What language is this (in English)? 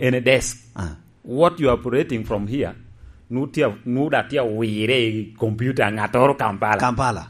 Lango (Uganda)